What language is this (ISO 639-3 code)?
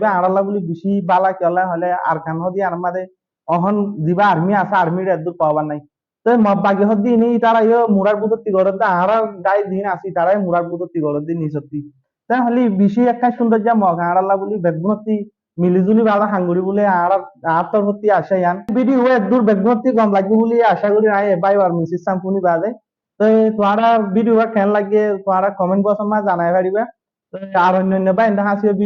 rhg